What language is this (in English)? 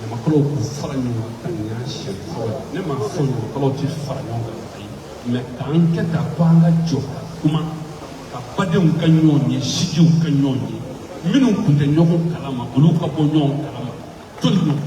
Bambara